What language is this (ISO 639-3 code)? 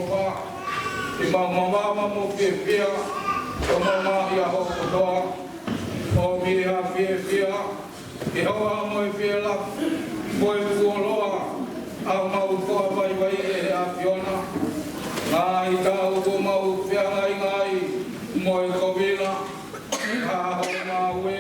ton